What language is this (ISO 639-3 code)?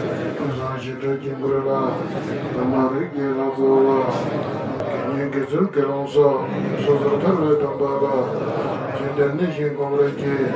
bod